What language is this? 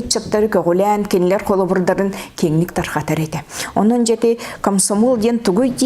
Yakut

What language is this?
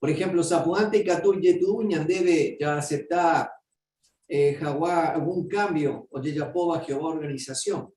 Guarani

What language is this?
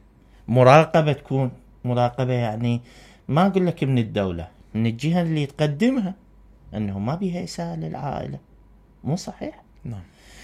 Mesopotamian Arabic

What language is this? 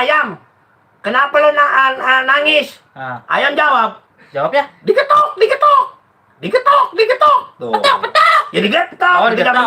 Betawi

